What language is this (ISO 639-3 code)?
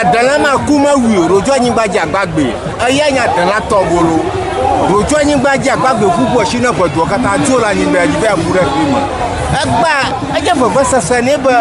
ewe